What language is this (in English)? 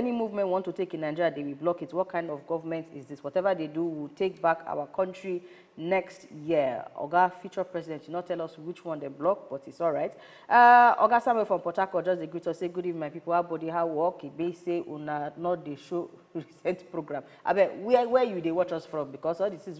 Nigerian Pidgin